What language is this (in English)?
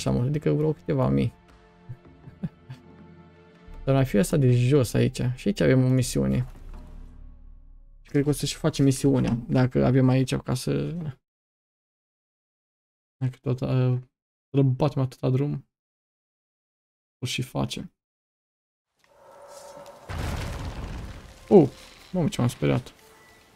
Romanian